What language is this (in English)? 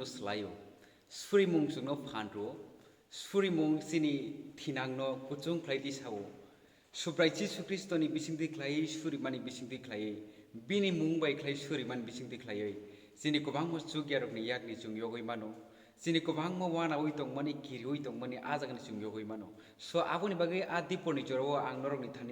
Kok Borok